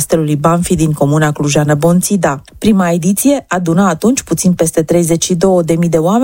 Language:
Romanian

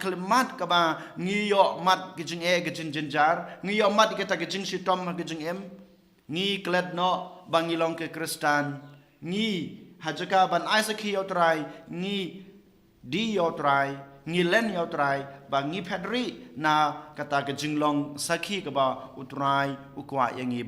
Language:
Khasi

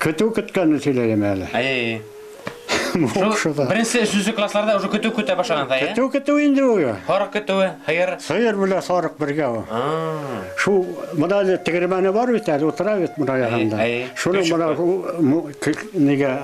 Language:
Bashkir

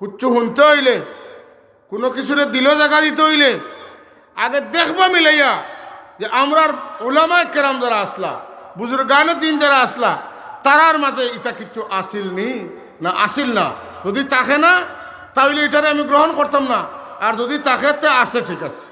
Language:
Sylheti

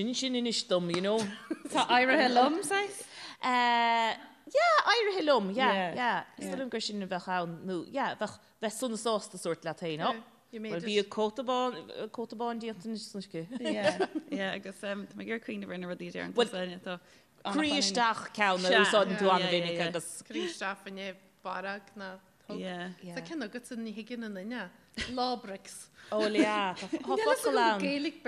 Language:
Irish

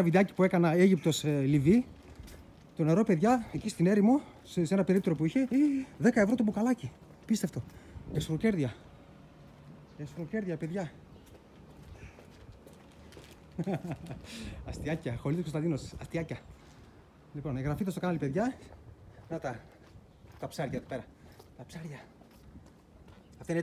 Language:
Greek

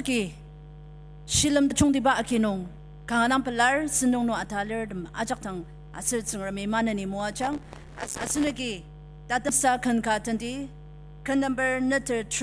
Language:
Ao Naga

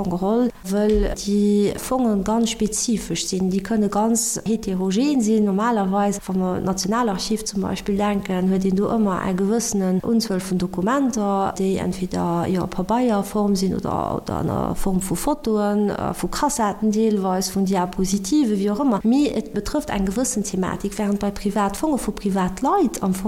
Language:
Luxembourgish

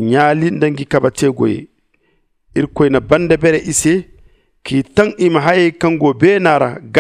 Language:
Zarma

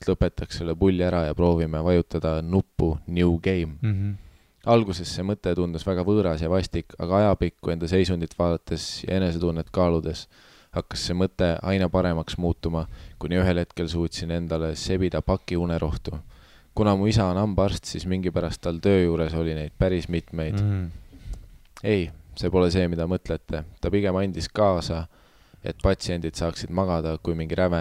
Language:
Estonian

